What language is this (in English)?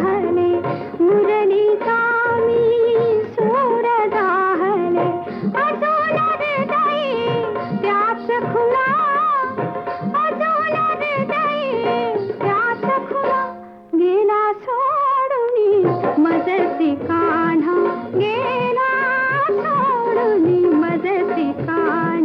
Marathi